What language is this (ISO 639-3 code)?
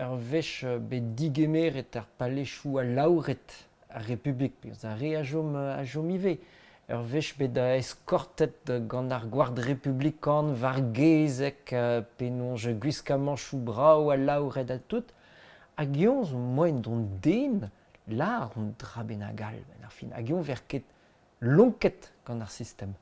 bre